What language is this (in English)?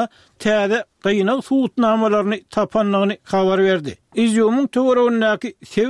Turkmen